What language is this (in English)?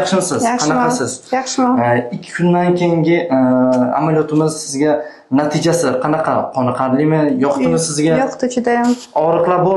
Uzbek